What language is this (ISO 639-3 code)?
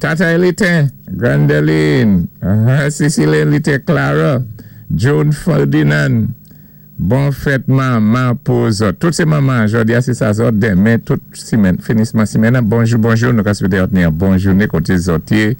acf